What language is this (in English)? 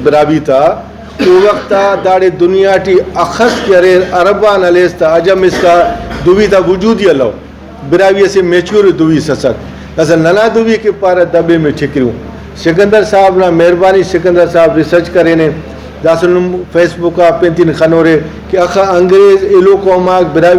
Brahui